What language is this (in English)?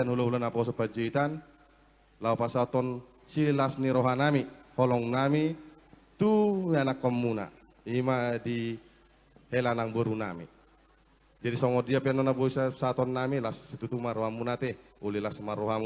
Batak Toba